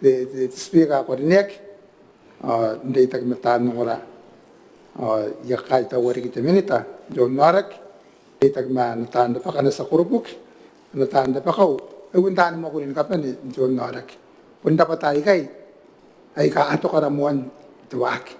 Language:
Gilbertese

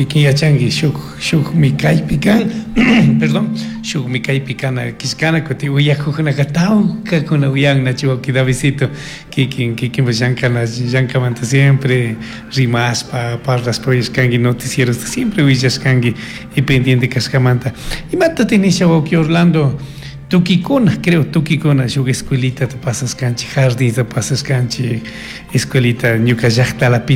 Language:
Chimborazo Highland Quichua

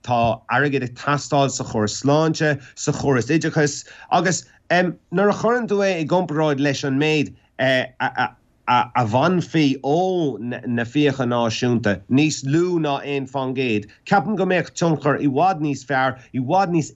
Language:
Irish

